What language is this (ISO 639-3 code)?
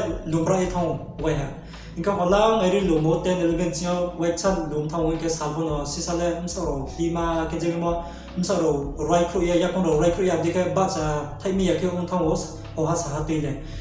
ria